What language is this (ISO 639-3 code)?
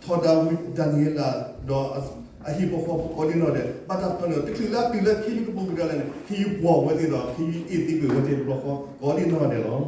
ksw